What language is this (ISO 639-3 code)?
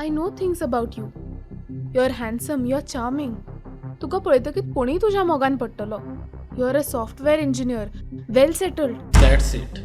kok